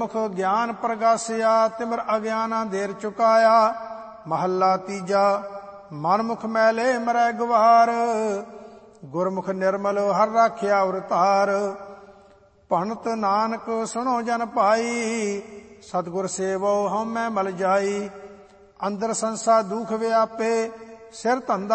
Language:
Punjabi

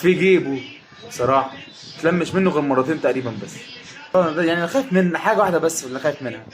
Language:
Egyptian Arabic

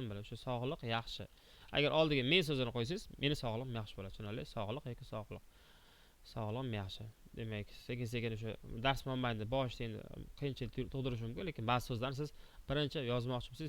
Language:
Uzbek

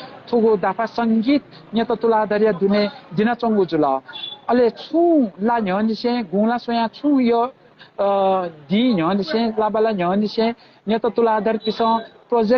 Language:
Newari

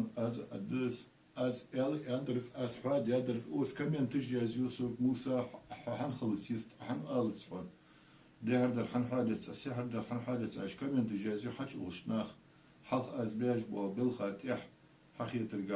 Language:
Ingush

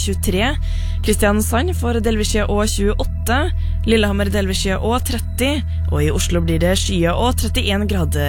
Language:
Norwegian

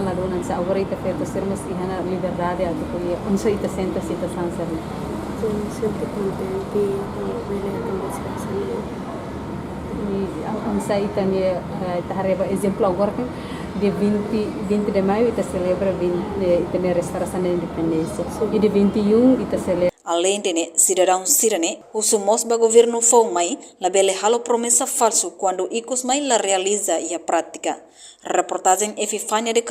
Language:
Tetum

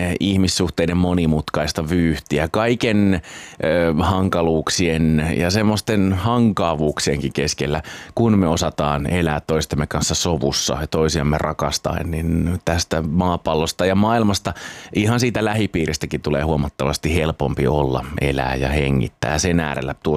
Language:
Finnish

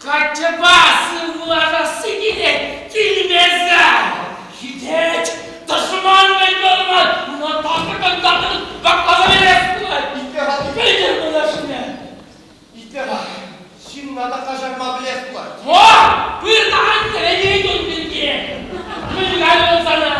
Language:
Chuvash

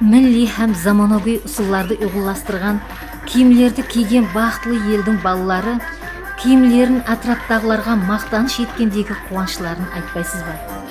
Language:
Kara-Kalpak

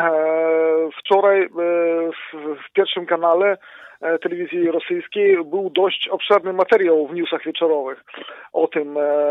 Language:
Polish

